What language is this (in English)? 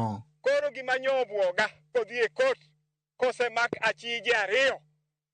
Luo (Kenya and Tanzania)